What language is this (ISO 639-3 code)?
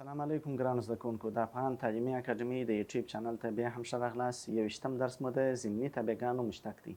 pus